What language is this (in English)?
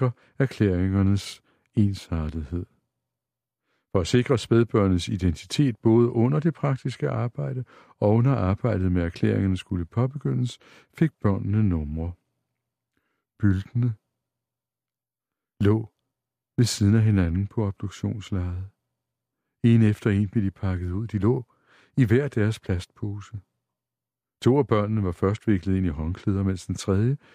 Danish